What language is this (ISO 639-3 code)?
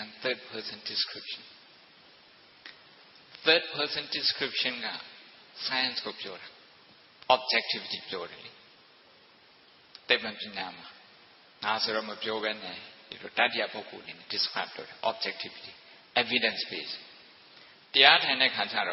mya